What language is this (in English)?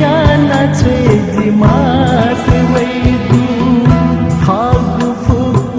Newari